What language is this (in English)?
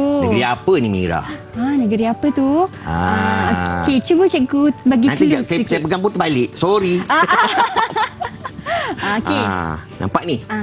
Malay